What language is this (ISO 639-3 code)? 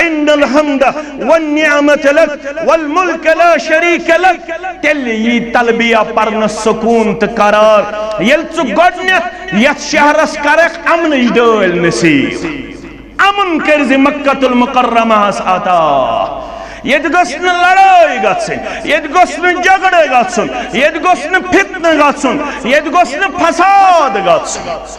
kas